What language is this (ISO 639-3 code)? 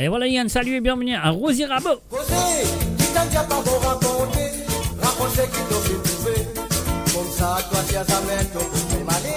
mfe